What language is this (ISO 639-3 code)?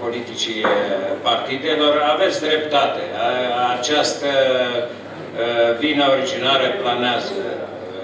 ron